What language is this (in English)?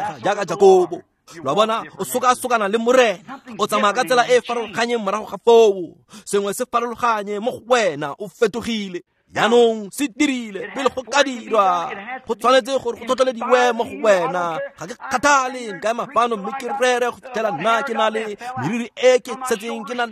Tswana